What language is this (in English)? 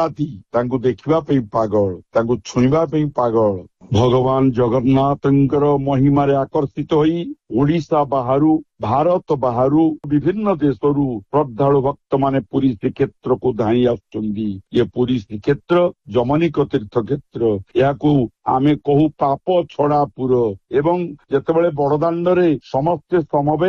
Odia